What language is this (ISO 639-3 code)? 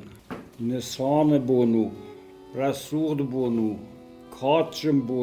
oss